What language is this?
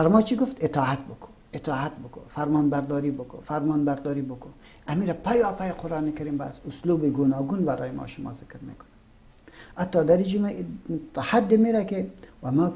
Persian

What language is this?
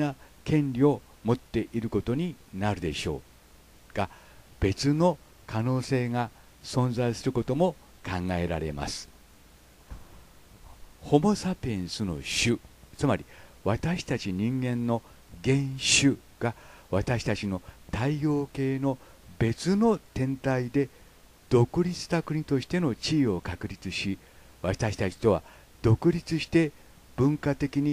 Japanese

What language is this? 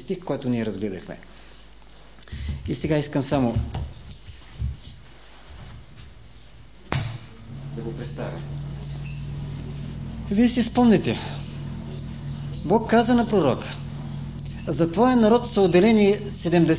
Bulgarian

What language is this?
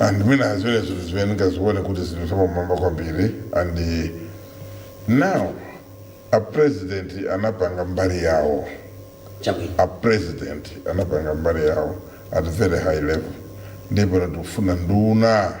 Nyanja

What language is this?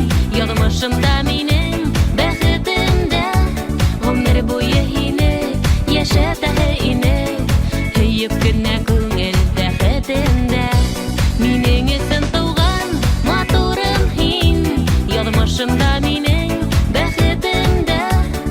Bashkir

